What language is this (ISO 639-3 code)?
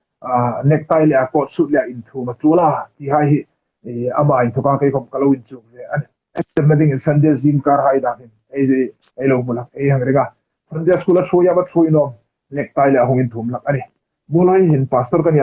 hmr